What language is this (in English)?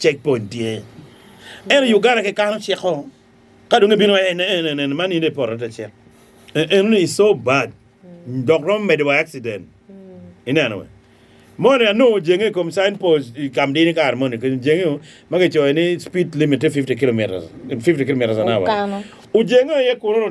Acoli